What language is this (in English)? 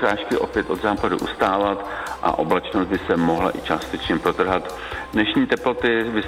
Czech